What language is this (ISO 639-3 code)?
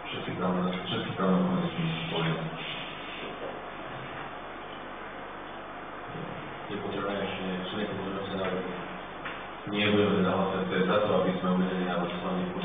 slk